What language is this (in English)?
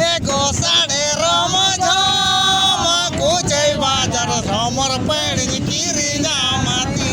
Santali